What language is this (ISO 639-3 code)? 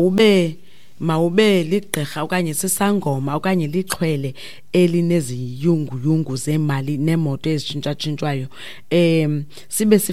xho